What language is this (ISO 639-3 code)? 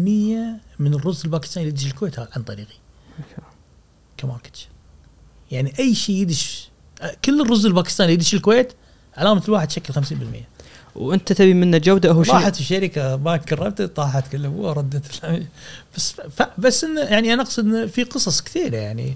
afb